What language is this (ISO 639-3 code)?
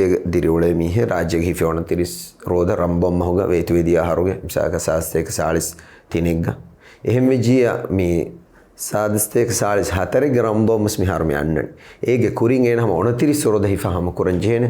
div